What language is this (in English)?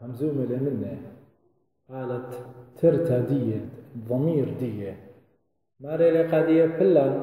Assyrian Neo-Aramaic